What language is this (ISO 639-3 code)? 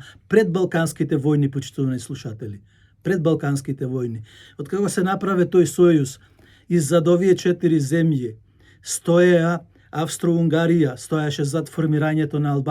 mkd